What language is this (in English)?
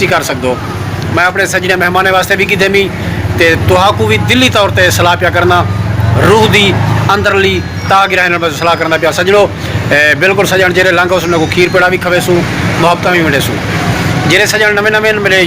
Saraiki